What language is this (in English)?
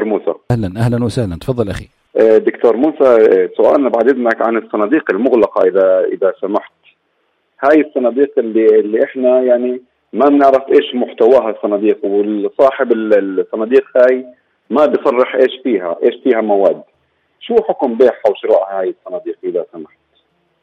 North Levantine Arabic